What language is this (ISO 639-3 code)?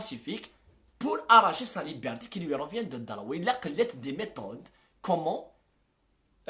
kab